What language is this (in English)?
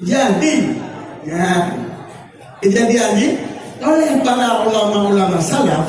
Achinese